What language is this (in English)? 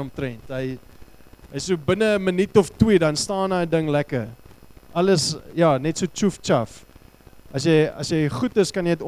Afrikaans